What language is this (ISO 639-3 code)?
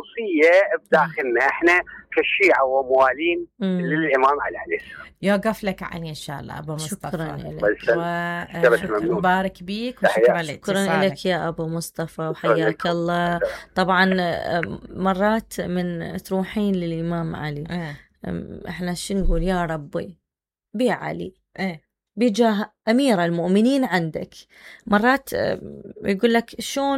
acm